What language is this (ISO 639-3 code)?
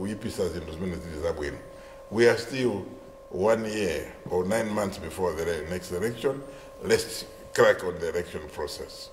nya